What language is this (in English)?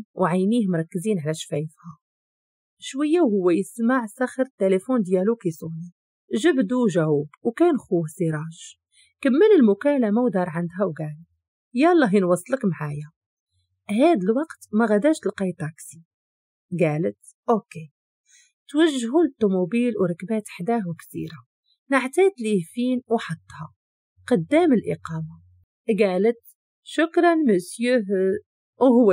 Moroccan Arabic